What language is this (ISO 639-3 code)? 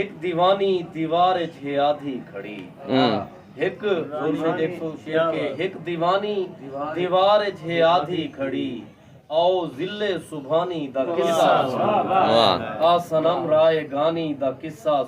skr